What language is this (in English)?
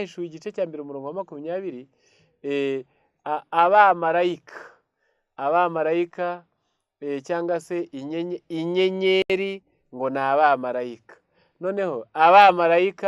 Kinyarwanda